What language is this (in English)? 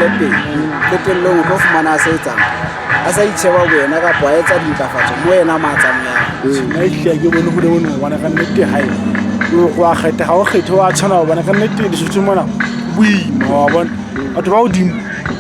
Southern Sotho